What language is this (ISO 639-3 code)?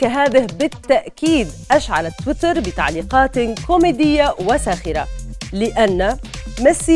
ara